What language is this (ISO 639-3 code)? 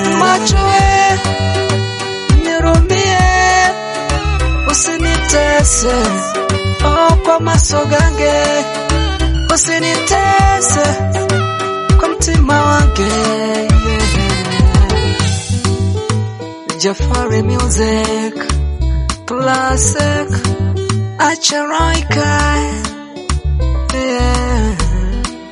swa